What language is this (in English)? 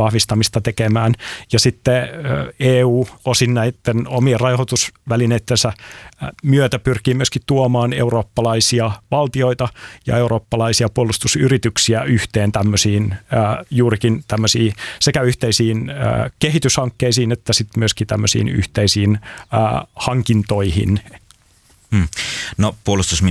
Finnish